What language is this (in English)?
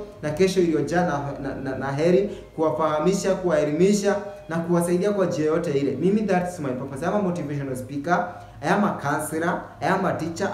Swahili